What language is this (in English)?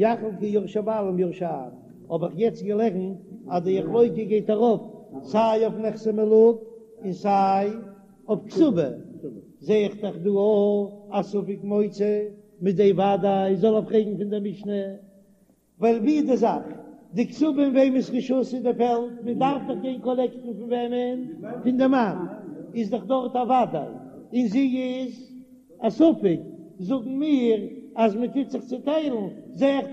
Yiddish